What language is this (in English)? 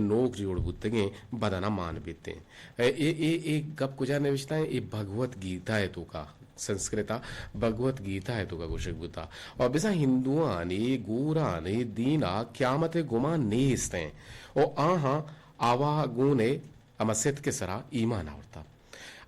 Eastern Balochi